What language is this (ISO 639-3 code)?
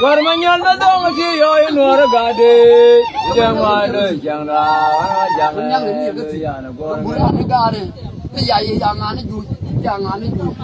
nus